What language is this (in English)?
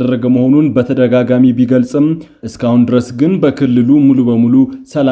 Amharic